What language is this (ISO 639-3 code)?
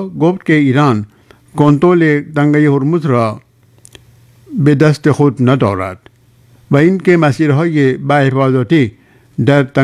fas